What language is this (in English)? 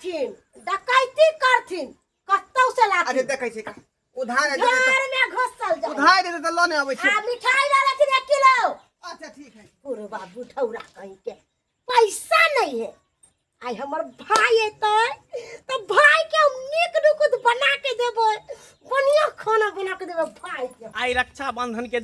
Maithili